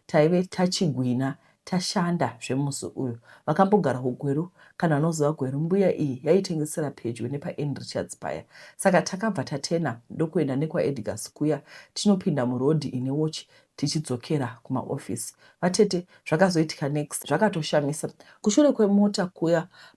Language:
Shona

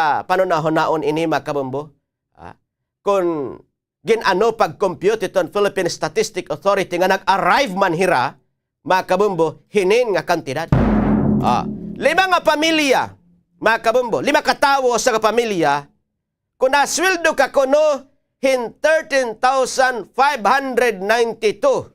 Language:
Waray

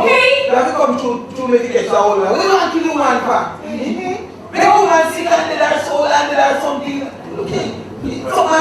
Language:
Jamaican Creole English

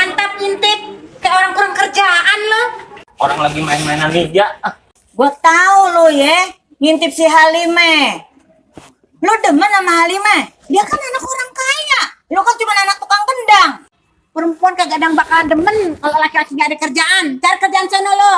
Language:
Betawi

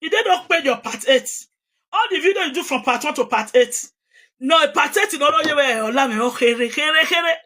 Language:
Nigerian Pidgin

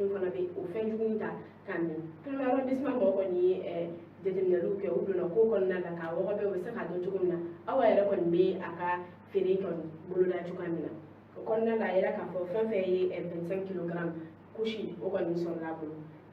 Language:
Bambara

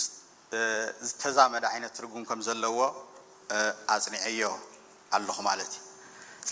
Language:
Tigrinya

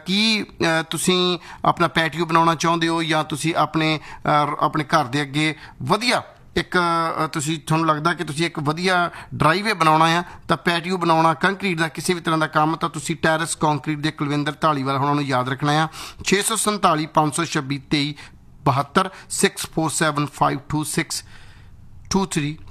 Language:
Punjabi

